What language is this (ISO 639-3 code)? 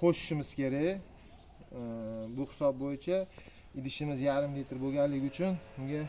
uzb